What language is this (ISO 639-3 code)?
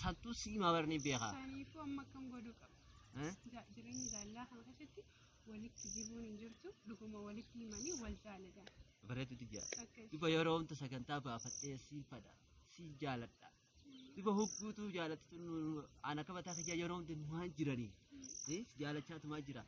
orm